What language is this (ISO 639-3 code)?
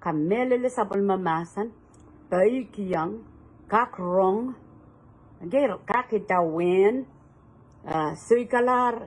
pon